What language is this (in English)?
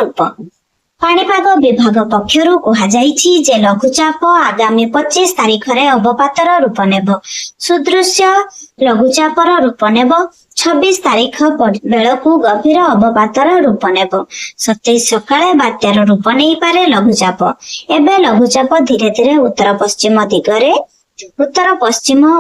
Odia